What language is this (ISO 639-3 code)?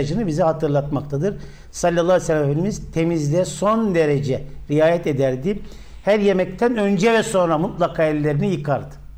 tur